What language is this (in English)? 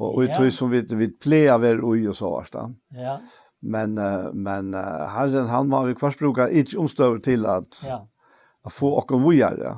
Faroese